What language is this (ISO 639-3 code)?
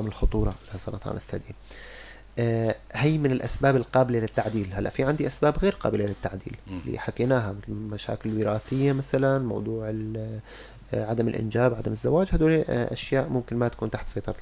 apc